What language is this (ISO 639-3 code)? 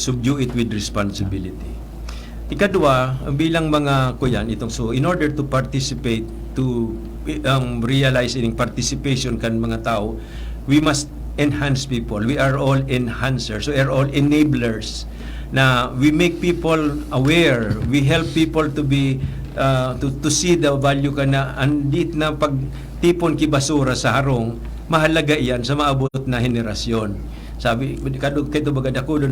bik